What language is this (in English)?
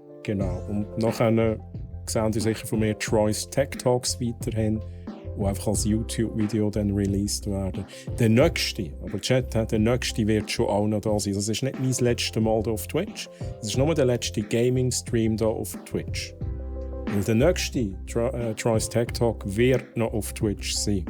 Swiss German